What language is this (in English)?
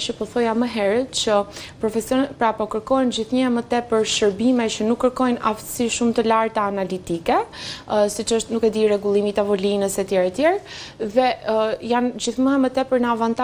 Albanian